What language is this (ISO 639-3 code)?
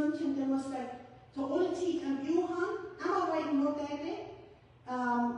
pdt